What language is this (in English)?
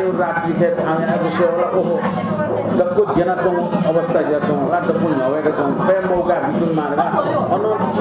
Newari